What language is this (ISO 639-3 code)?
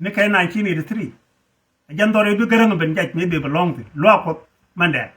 nus